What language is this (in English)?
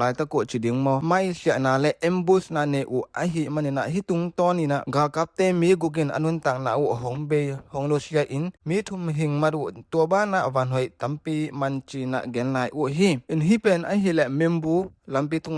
Tedim Chin